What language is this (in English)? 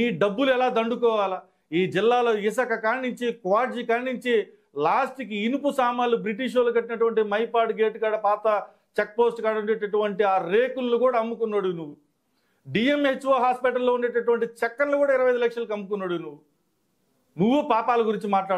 Telugu